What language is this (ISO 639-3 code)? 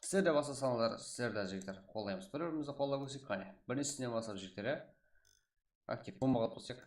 kaa